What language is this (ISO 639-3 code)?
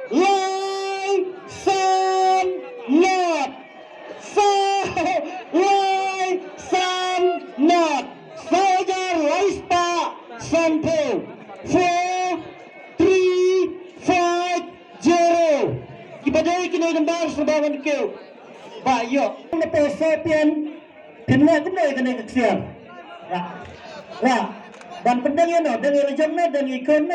kha